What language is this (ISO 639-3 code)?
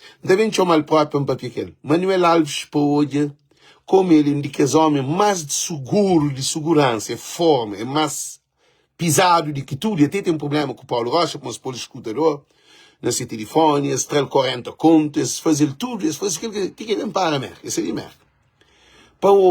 kea